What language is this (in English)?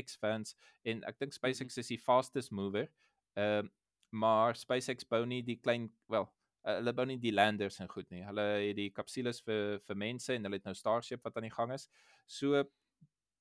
Afrikaans